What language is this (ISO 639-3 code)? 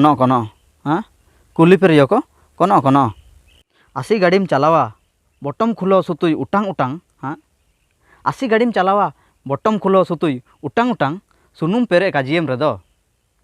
hoc